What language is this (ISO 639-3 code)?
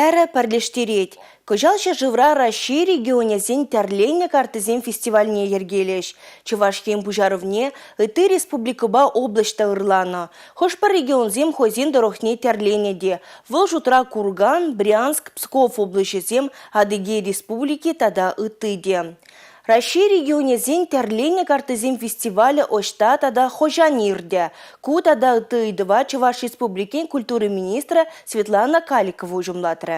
chv